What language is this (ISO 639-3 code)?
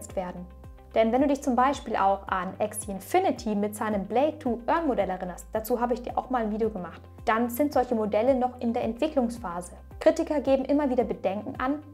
deu